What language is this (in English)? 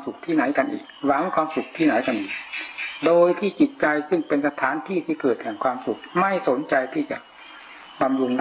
Thai